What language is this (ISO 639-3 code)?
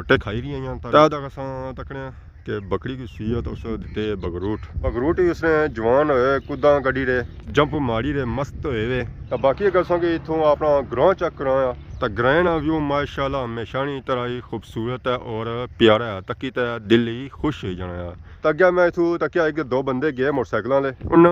phr